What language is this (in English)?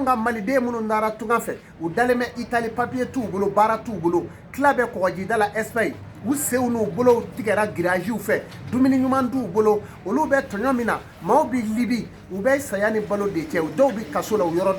Bambara